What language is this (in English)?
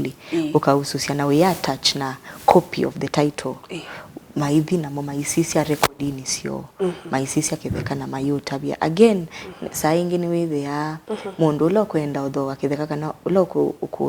Kamba